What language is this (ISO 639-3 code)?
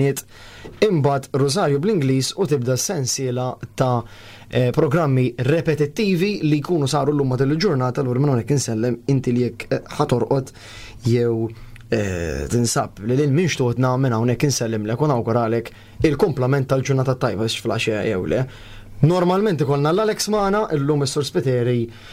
mlt